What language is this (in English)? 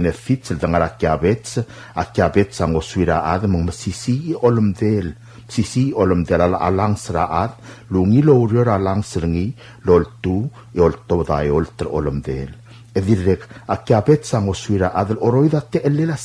Palauan